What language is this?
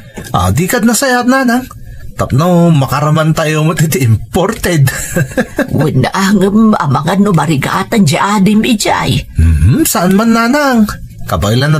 Iloko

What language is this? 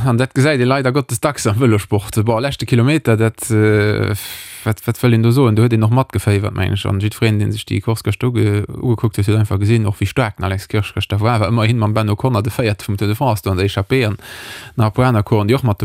Luxembourgish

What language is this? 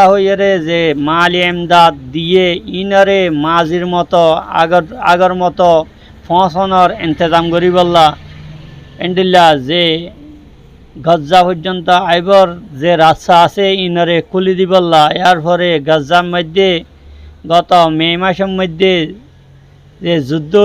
Rohingya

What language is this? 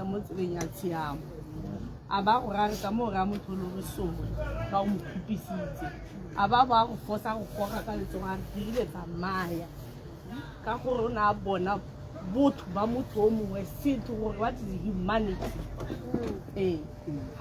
Tswana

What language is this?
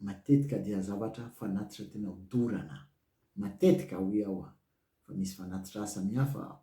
Malagasy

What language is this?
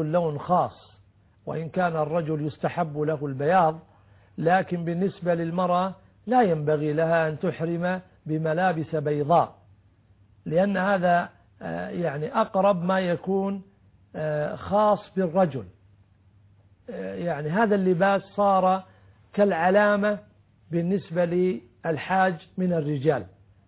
Arabic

